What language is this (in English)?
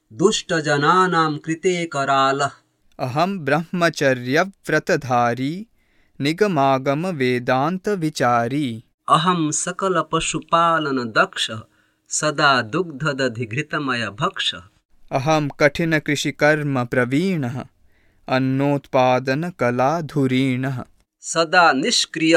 Sanskrit